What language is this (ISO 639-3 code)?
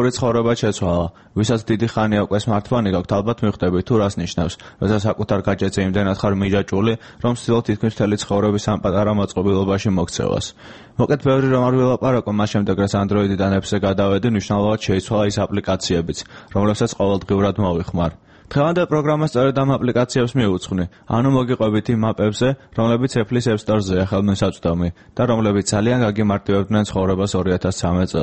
kat